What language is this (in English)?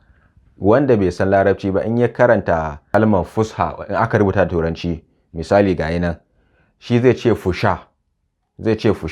Hausa